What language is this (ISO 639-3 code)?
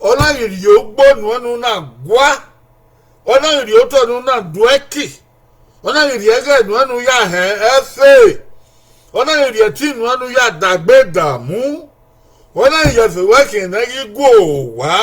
bin